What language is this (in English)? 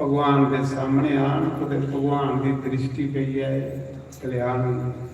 Dogri